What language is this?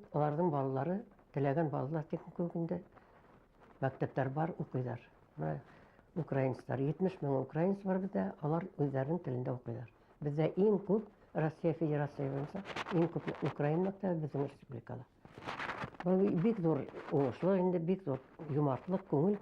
Bashkir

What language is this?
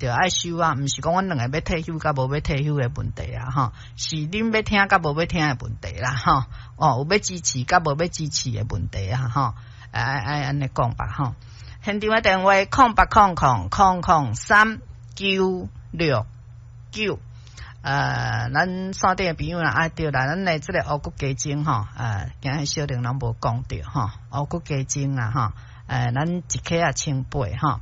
Min Nan Chinese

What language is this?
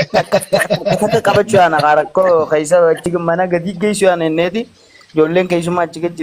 Oromo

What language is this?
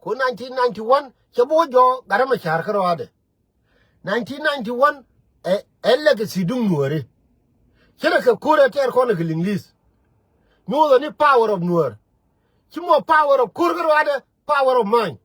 Nuer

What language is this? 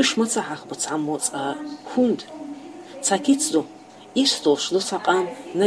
Chechen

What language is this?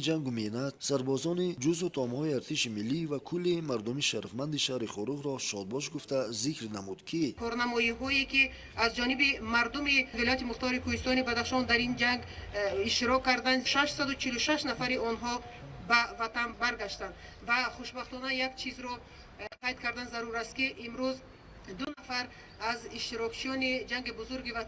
Tajik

